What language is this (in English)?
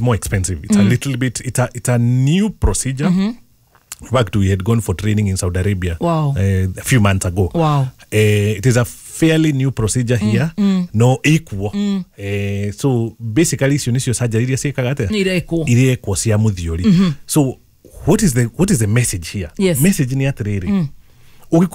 Kikuyu